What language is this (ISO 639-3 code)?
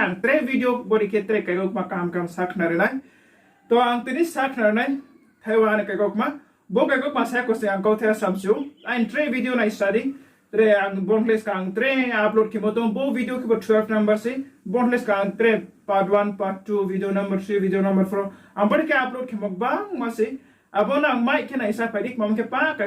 ria